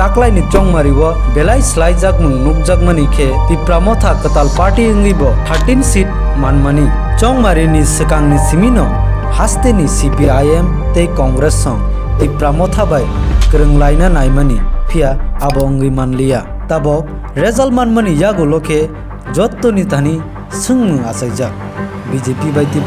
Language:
Kok Borok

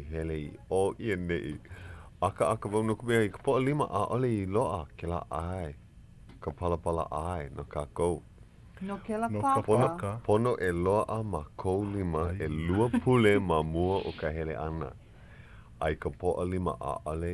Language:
Hawaiian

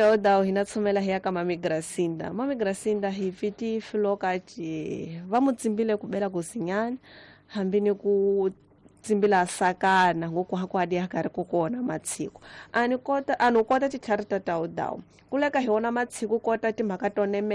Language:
Tsonga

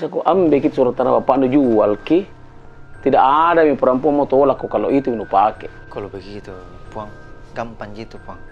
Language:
Makassar Malay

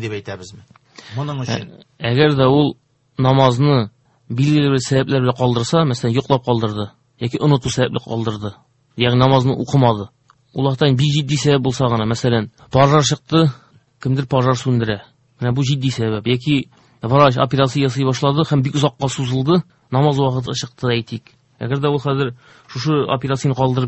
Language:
Tatar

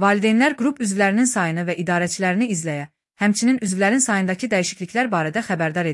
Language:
Azerbaijani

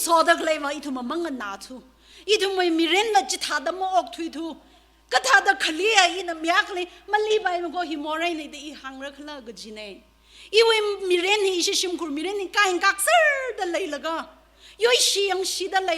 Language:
Tangkhul Naga (India)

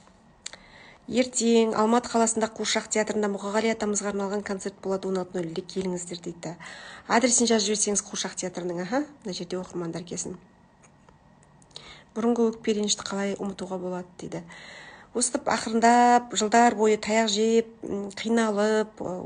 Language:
Kazakh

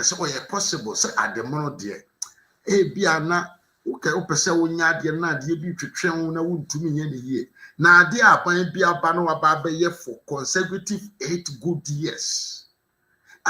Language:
Akan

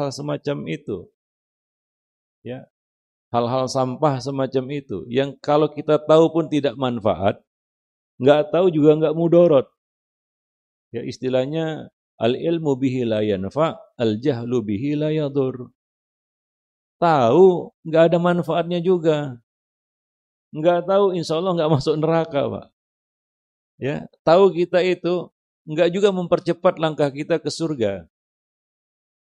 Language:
Indonesian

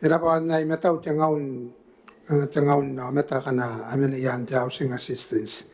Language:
Gilbertese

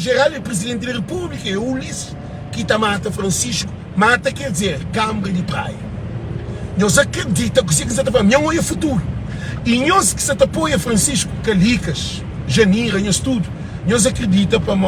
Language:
Kabuverdianu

